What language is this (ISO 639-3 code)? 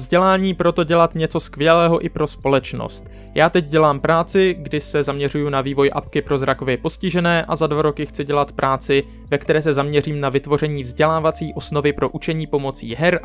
ces